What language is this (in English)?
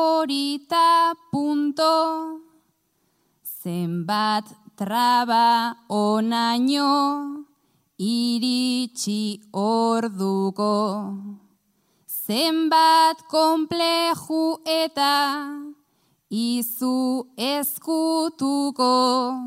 Basque